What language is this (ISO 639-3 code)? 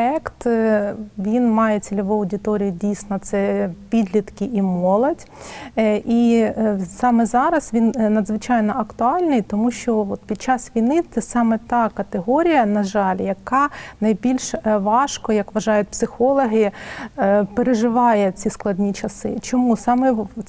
ukr